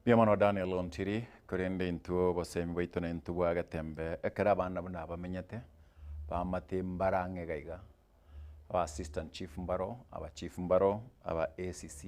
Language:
Gusii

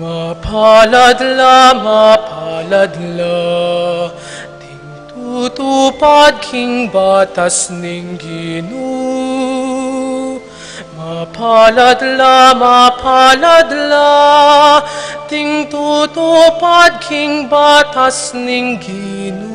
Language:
Pampanga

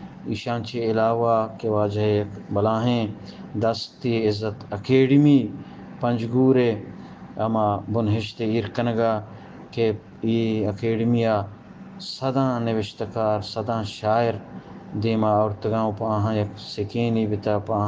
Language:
Eastern Balochi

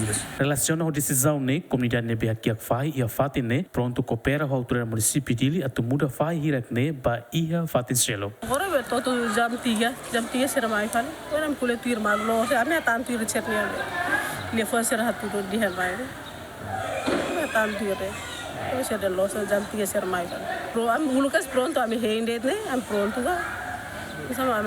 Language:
Tetum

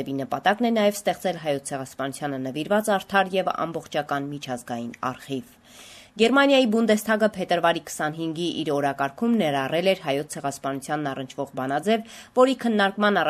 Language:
Armenian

